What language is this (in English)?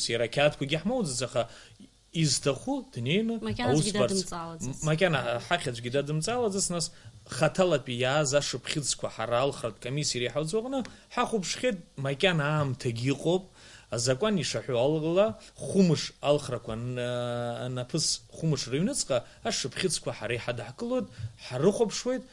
Abkhazian